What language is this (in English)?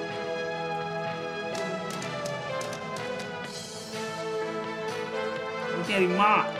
Hungarian